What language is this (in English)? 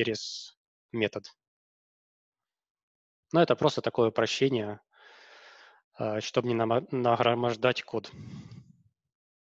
Russian